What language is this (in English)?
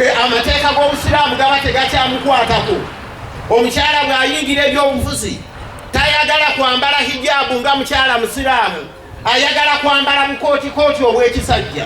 Ganda